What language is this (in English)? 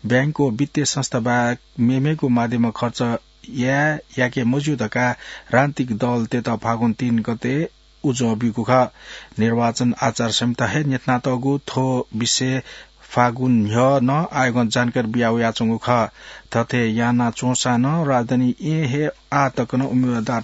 Newari